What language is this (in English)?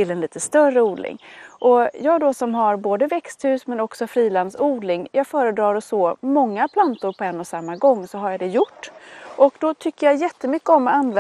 Swedish